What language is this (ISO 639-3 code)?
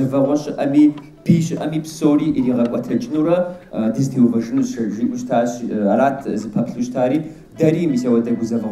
kbd